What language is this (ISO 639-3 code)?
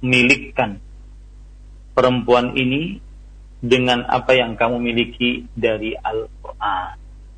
ind